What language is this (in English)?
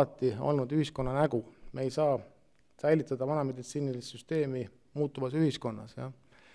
Estonian